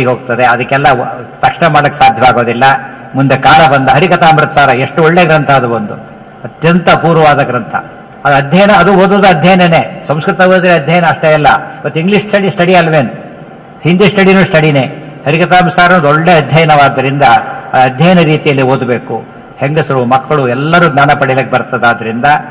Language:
Kannada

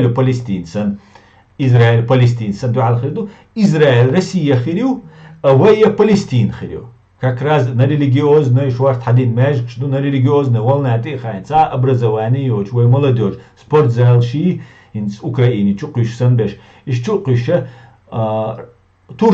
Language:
Chechen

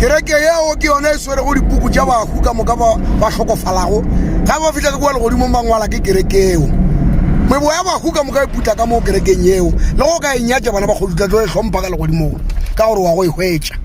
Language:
Northern Sotho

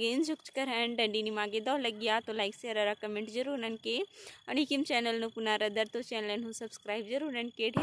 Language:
Kurukh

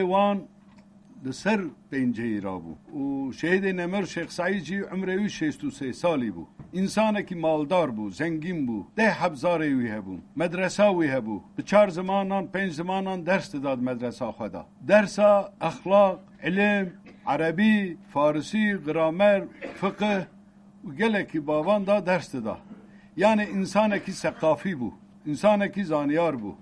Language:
Kurdish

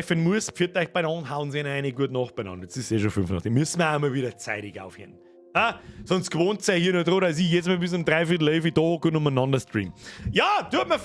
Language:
Bavarian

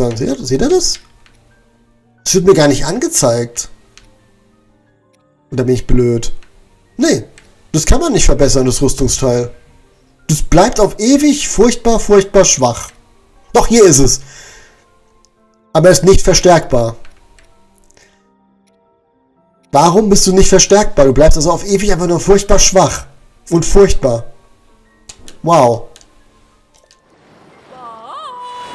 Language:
German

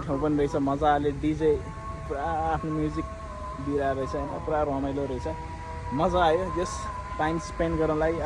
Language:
Nepali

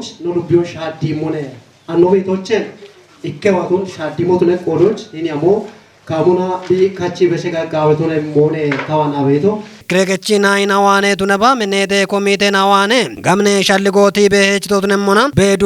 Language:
Kafa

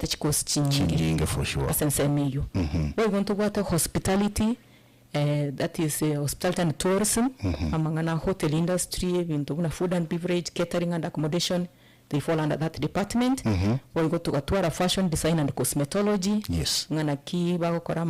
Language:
Gusii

